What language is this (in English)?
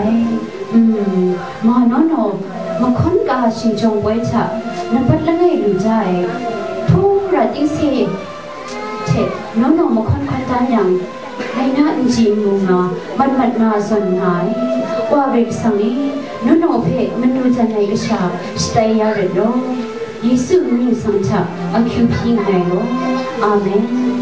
Kachin